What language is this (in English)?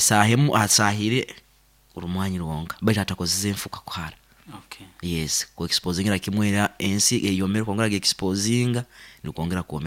Nyankole